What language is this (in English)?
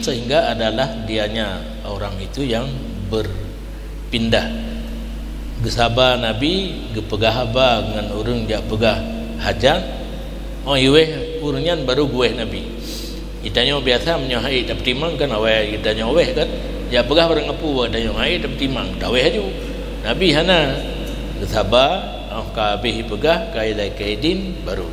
Achinese